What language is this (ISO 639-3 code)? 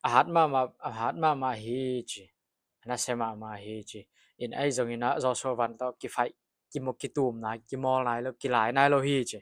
ctd